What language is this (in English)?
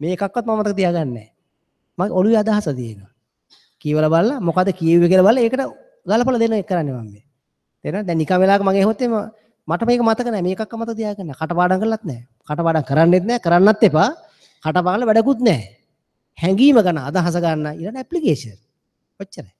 Sinhala